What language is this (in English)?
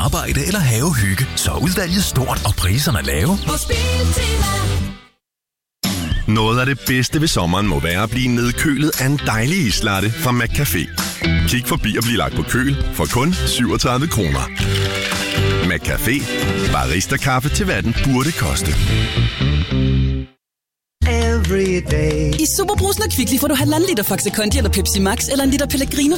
Danish